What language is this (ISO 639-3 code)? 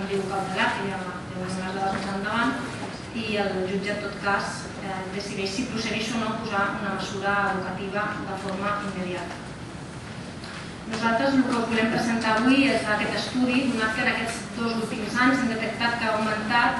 cat